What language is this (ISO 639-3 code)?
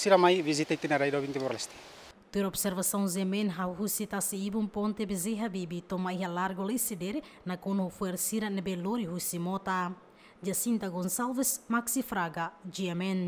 tet